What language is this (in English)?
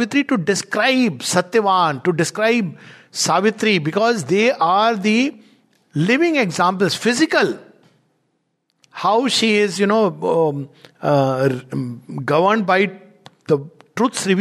English